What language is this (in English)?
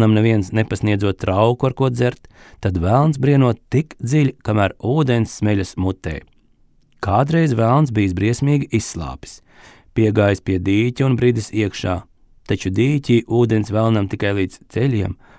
Latvian